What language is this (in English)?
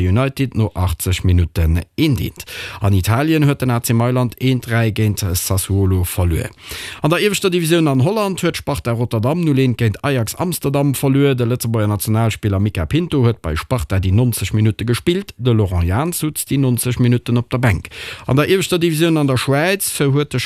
Luxembourgish